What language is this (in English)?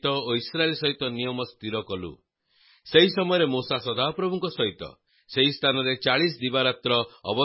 Odia